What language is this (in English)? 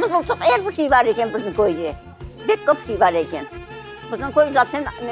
Crimean Tatar